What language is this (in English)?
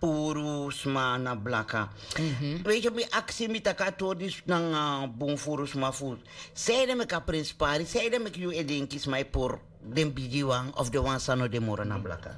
Sranan Tongo